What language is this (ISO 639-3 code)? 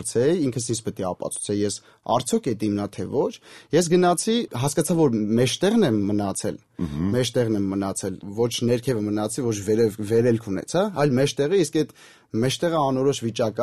hye